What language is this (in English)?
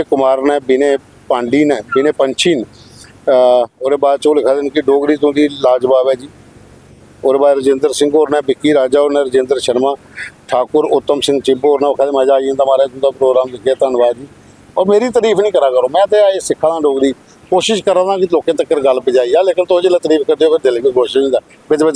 Dogri